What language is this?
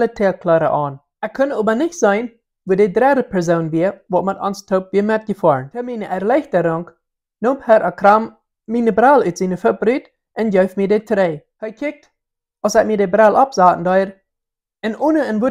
Plautdietsch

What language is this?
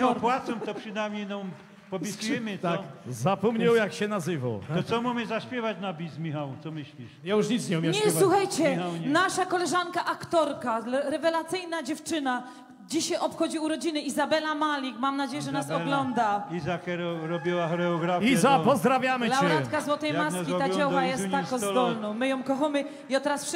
Silesian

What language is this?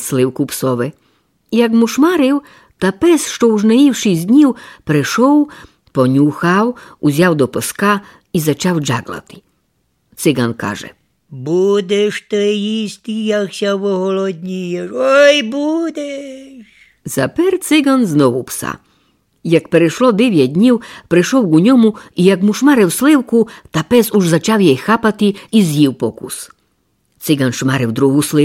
Rusyn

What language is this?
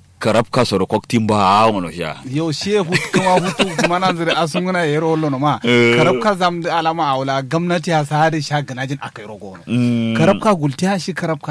Kanuri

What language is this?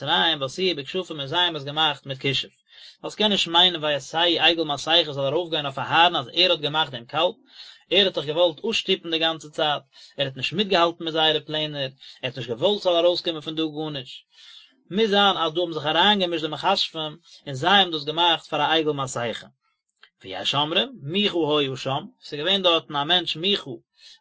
Yiddish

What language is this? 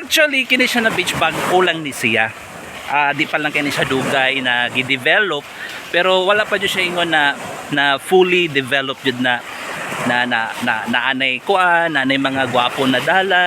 Cebuano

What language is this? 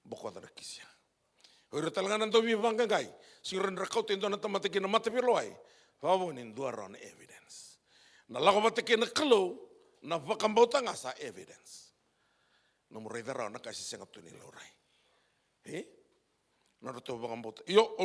Fijian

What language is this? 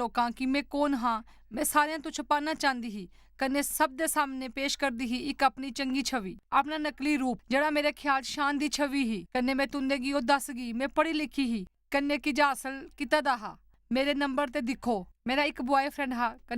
Dogri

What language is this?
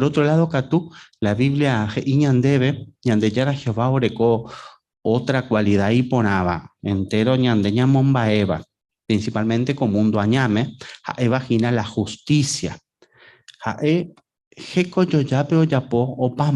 Guarani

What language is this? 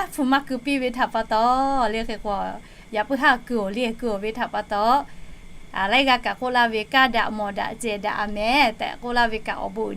Lahu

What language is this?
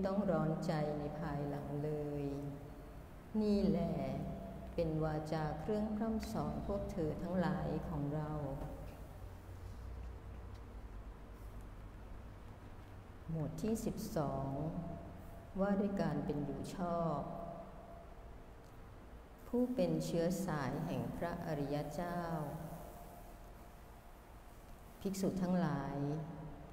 Thai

